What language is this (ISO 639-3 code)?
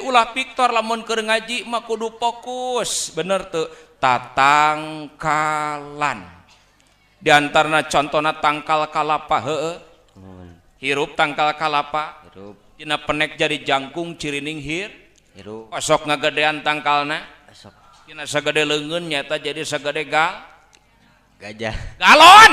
sun